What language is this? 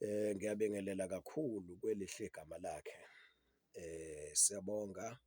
Zulu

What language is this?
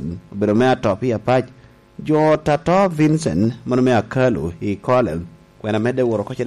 Lango (Uganda)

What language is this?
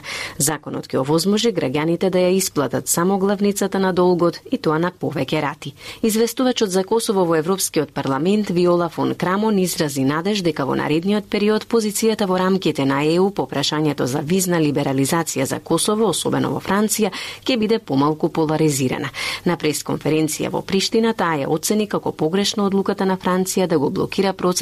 Macedonian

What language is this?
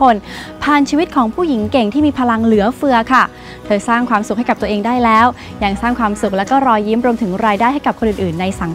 Thai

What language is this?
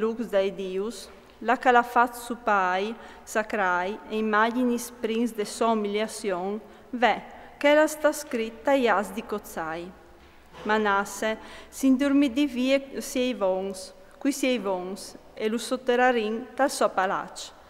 Friulian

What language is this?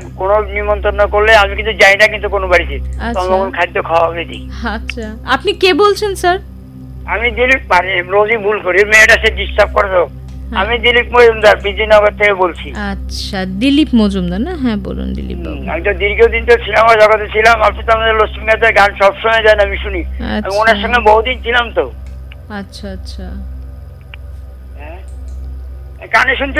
Bangla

